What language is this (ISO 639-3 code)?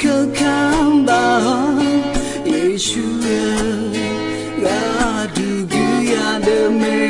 ahk